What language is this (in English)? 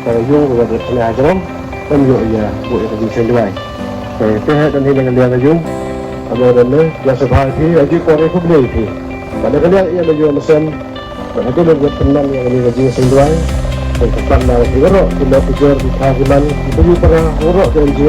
Khasi